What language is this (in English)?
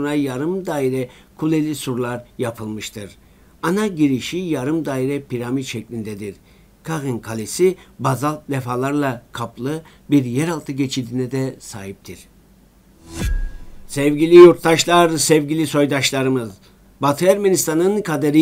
Turkish